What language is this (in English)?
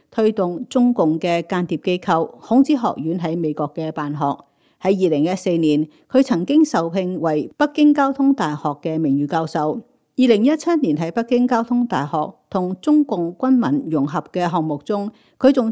Cantonese